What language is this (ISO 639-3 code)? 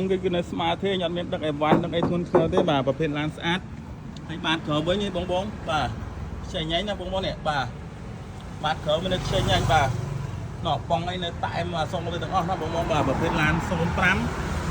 khm